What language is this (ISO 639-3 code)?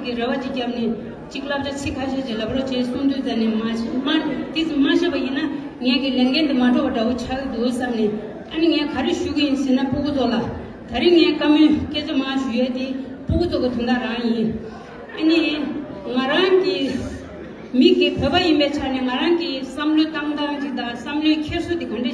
bod